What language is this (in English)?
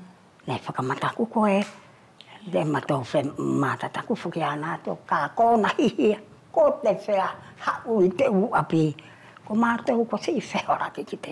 Wallisian